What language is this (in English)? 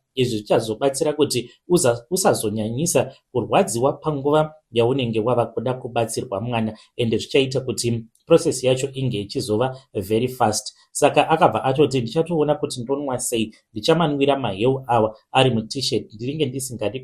Shona